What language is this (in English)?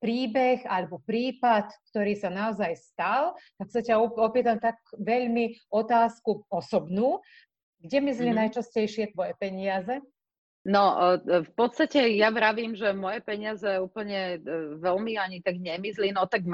Slovak